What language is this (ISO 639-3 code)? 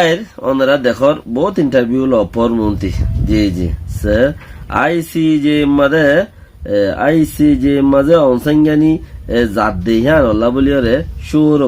rhg